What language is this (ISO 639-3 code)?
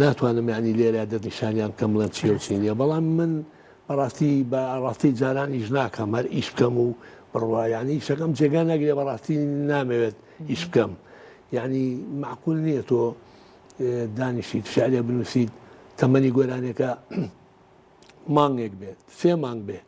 ckb